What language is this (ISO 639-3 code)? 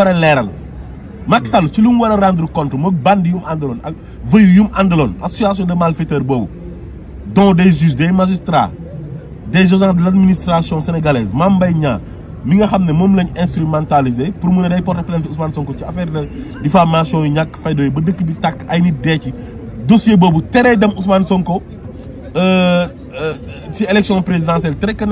wol